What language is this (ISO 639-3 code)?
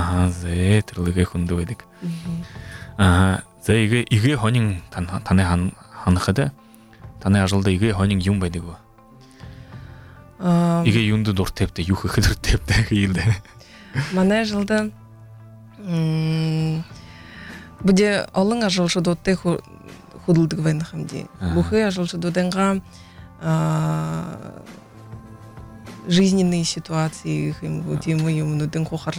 bua